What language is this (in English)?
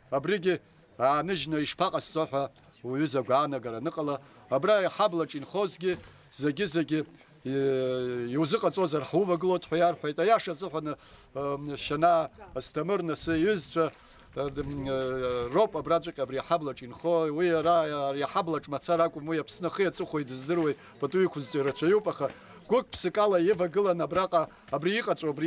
Abkhazian